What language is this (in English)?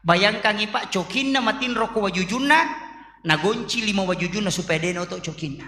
Buginese